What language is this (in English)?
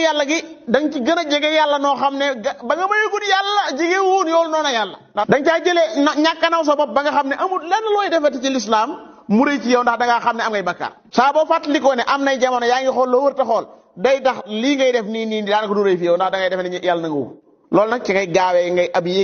Wolof